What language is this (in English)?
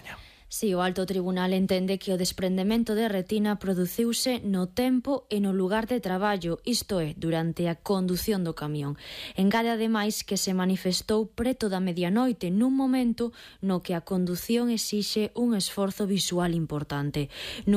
Galician